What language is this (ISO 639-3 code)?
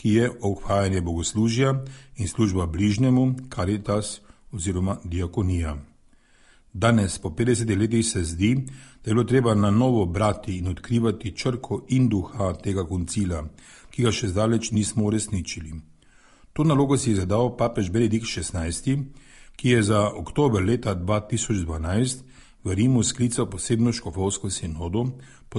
slv